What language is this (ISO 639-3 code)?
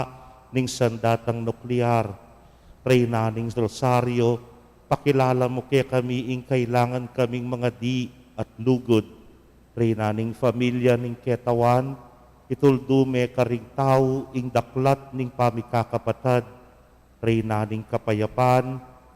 pam